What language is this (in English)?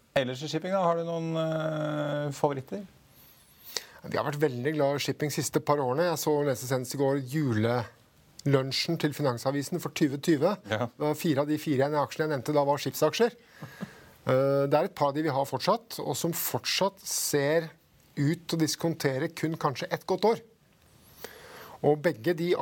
Norwegian